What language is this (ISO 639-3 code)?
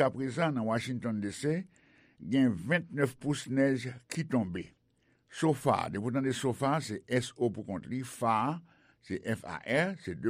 hat